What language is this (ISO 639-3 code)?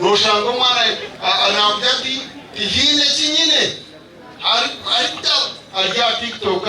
nyn